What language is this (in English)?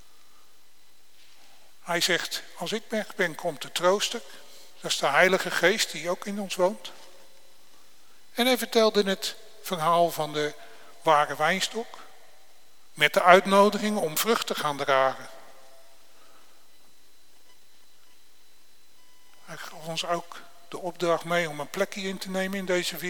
Dutch